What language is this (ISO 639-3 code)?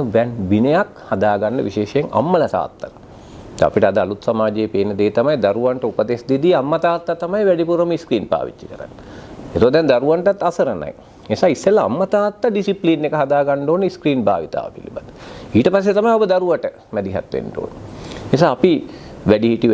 sin